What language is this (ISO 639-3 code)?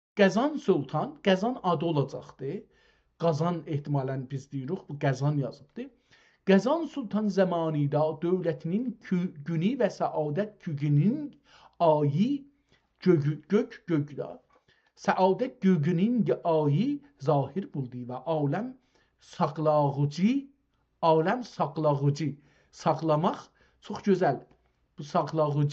azb